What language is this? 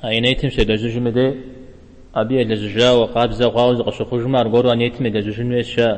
Kabardian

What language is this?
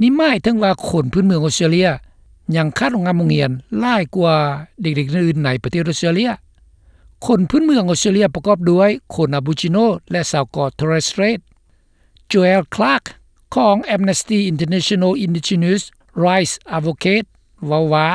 Lao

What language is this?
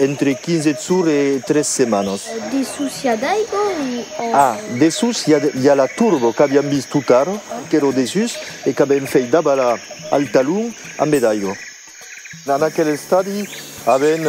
Occitan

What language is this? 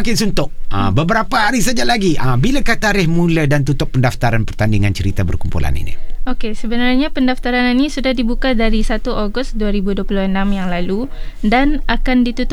Malay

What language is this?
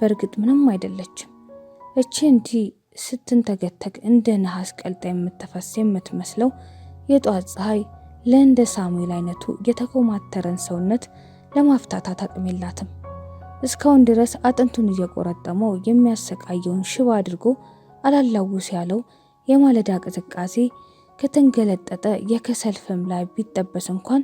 Amharic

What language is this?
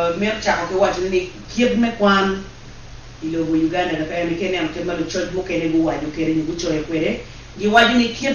Acoli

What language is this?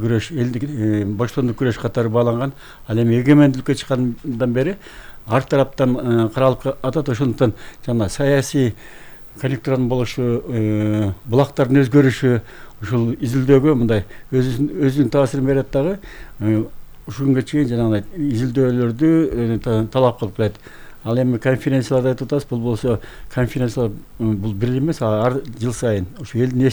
Kyrgyz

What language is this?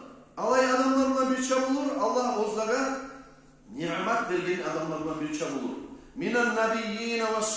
Kumyk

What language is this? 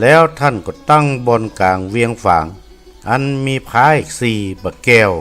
Northern Thai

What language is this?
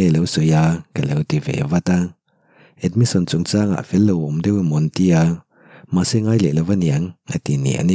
Mizo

